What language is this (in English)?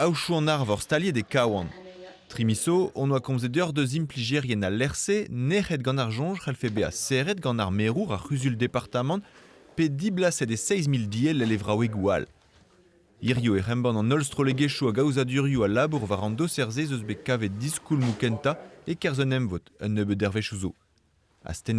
Breton